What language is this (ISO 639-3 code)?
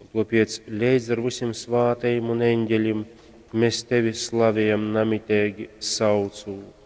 ltg